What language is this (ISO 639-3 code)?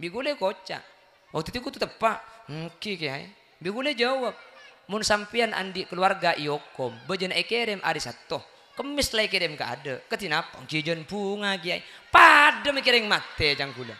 mad